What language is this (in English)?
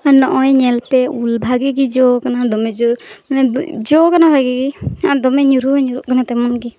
Santali